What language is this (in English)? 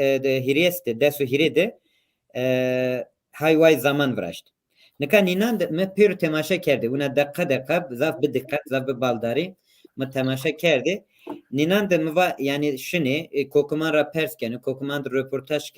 Zaza